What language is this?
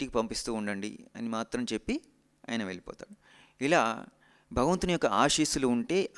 Telugu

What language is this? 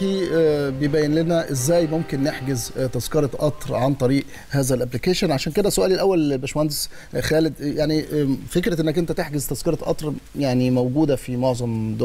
Egyptian Arabic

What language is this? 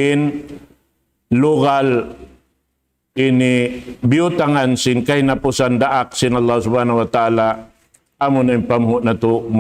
Tausug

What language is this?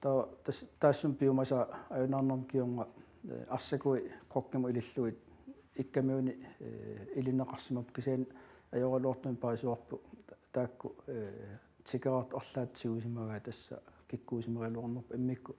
Kalaallisut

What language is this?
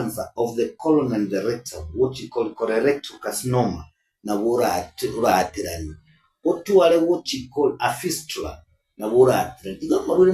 Gusii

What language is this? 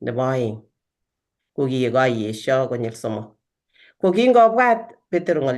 Kalenjin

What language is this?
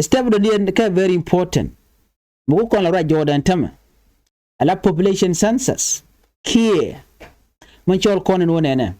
Nuer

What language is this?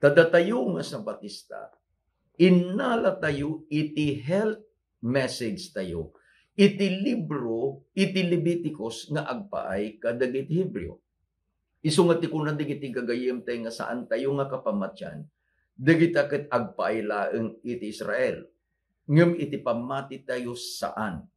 Iloko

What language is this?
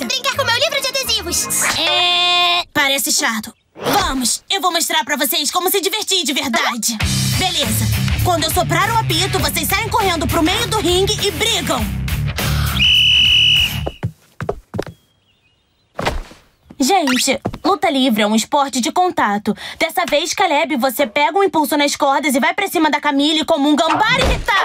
Portuguese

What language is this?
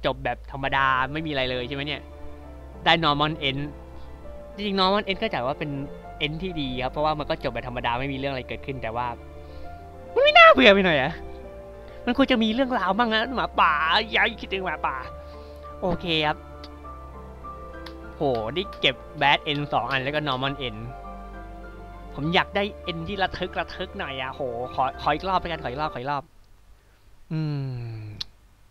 Thai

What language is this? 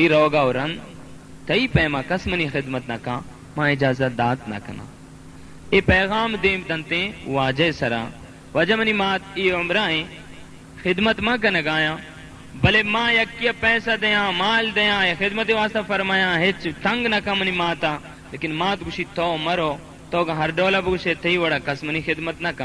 Baluchi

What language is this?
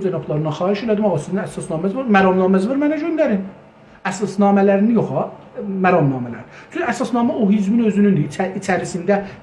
South Azerbaijani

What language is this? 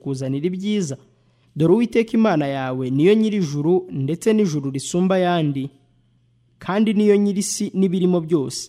Kinyarwanda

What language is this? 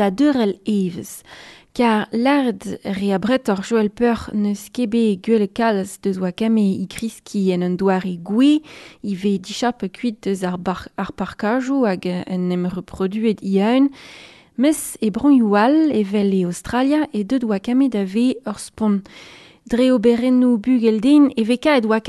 Breton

